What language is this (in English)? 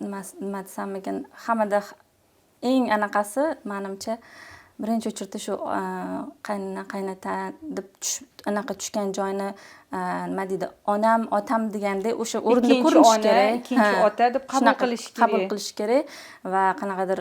Uzbek